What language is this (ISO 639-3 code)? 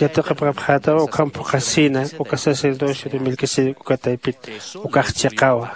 aym